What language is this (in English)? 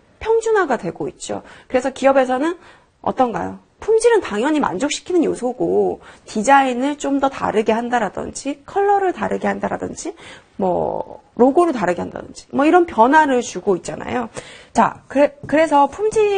Korean